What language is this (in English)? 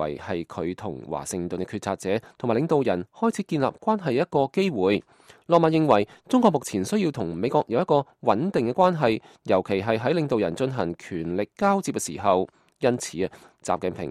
Cantonese